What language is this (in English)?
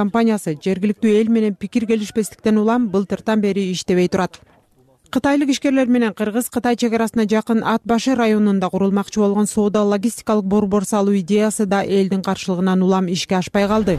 Kyrgyz